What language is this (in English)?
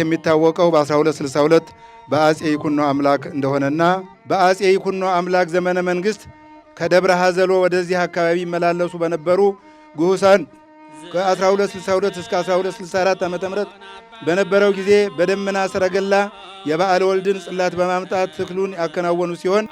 Amharic